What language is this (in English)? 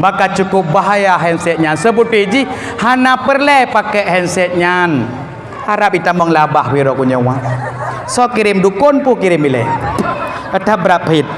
Achinese